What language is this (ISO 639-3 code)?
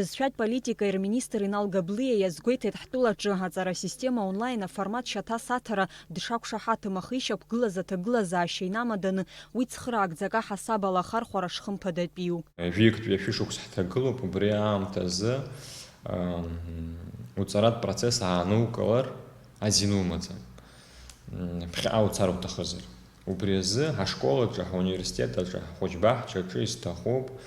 abk